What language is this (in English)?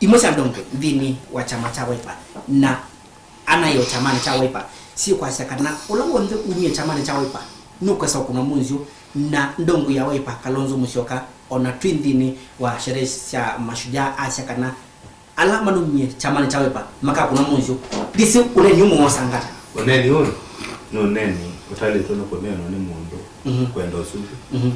Kamba